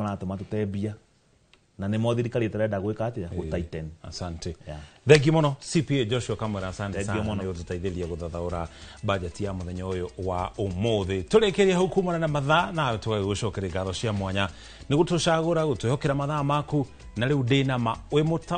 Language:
Kikuyu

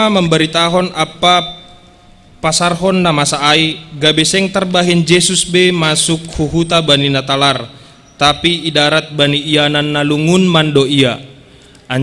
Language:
Batak Simalungun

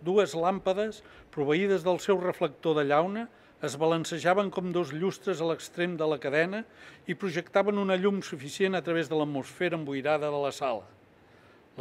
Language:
Catalan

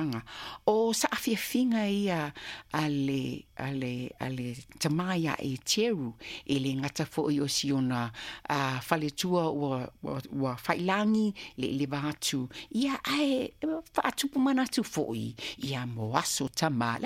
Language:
Samoan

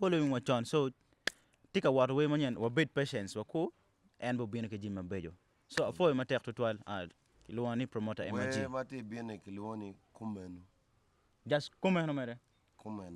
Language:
Acoli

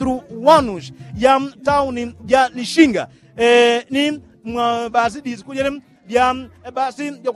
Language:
Yao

